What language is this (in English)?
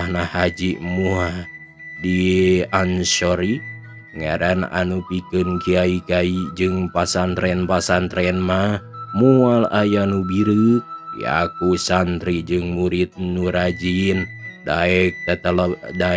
Sundanese